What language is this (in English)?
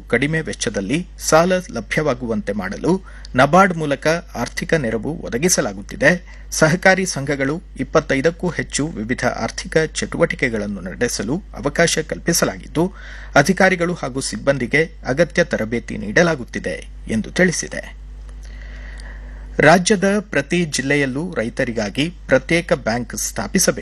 Kannada